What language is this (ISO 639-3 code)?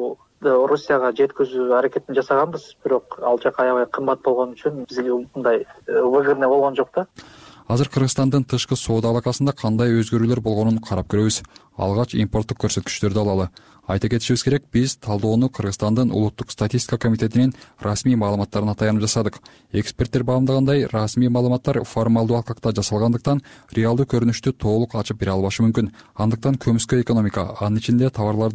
kir